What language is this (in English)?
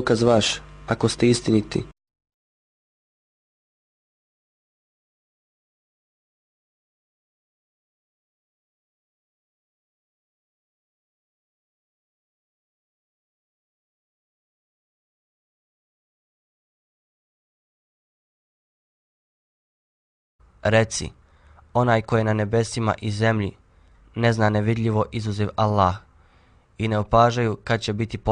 Bosnian